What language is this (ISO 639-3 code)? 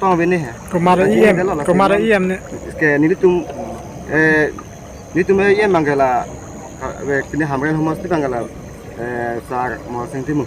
mjw